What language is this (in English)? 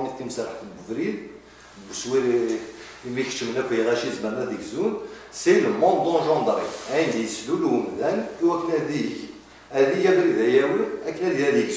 Kabyle